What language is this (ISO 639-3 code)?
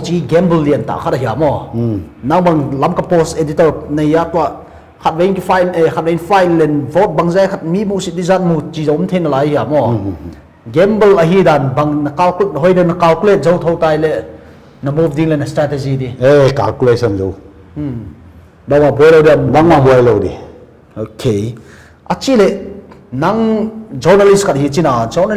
pck